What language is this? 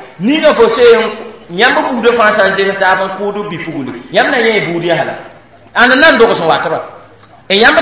Mossi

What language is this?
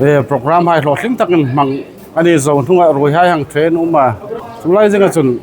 Hmar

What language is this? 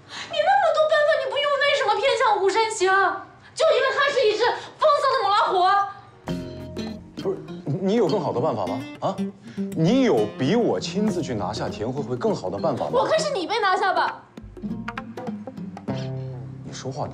Chinese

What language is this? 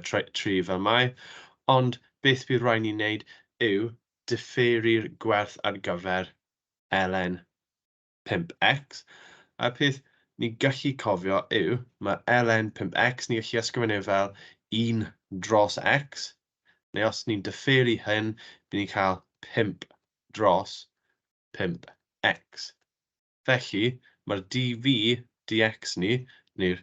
Welsh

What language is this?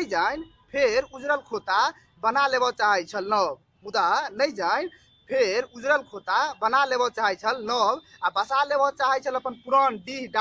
Maithili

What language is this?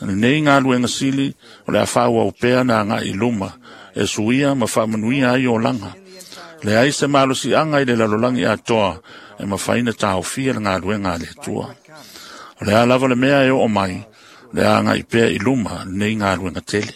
Samoan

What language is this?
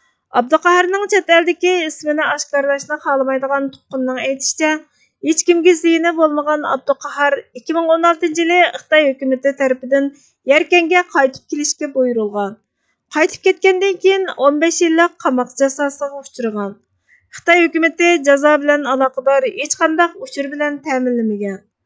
Uyghur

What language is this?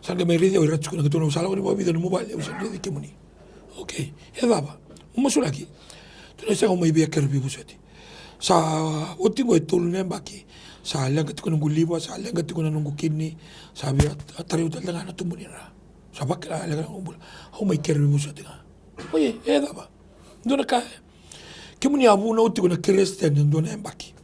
Fijian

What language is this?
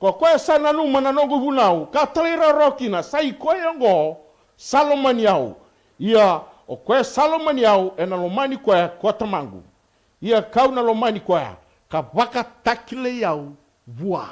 Fijian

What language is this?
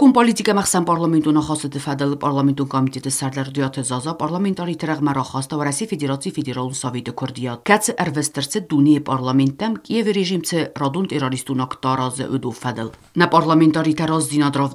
Ossetic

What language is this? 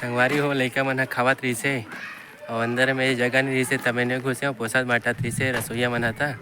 Chhattisgarhi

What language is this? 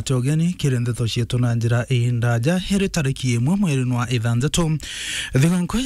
Meru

